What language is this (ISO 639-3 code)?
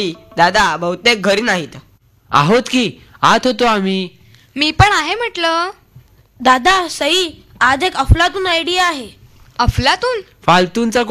mar